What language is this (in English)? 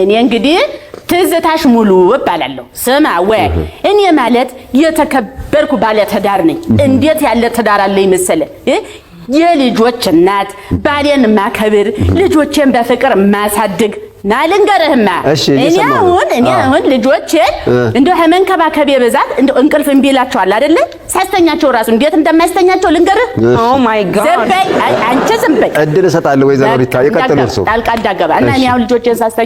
Amharic